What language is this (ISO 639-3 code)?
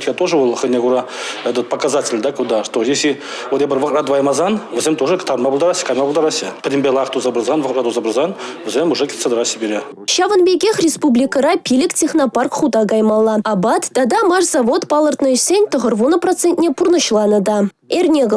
chv